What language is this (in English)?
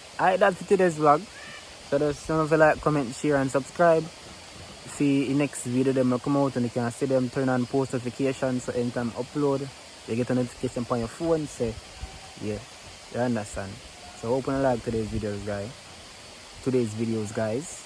Jamaican Creole English